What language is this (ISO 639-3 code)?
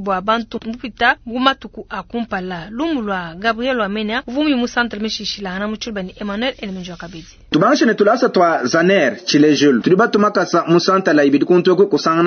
lua